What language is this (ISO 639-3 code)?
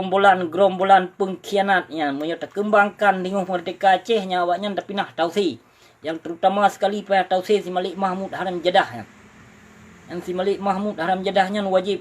ace